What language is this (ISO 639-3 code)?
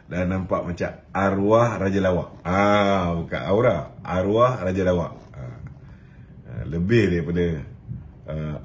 msa